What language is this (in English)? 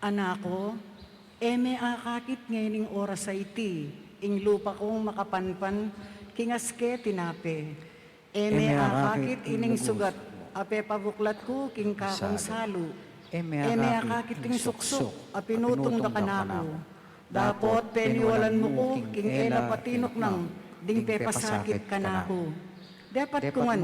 Pampanga